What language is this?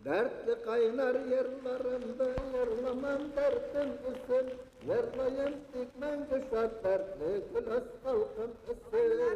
Bashkir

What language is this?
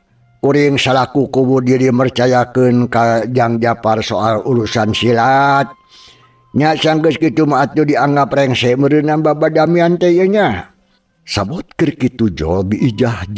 Sundanese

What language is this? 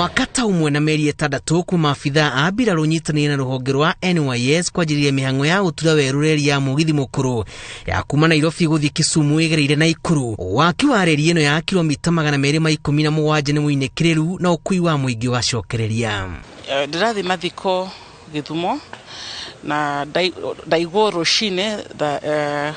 Kikuyu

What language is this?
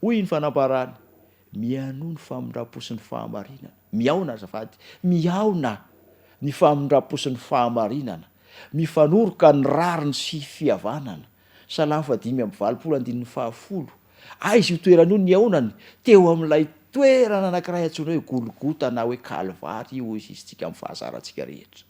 Malagasy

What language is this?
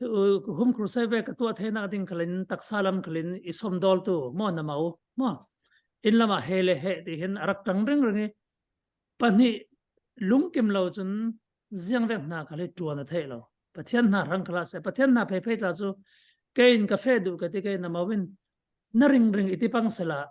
Falam Chin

